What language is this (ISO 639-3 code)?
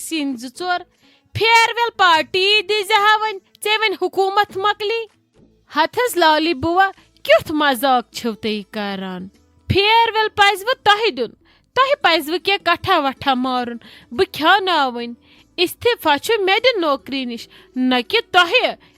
kas